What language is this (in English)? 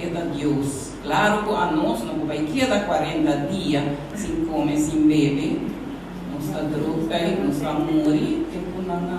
Papiamento